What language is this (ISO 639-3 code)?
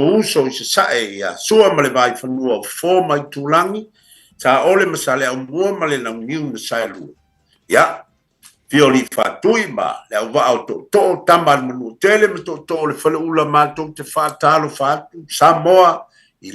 smo